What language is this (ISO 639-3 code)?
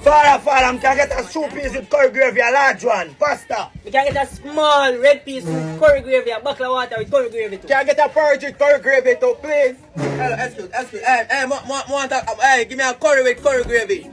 jam